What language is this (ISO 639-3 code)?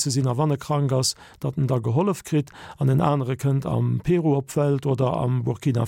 ltz